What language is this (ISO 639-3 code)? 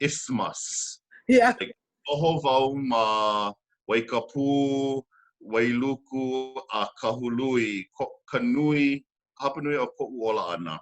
haw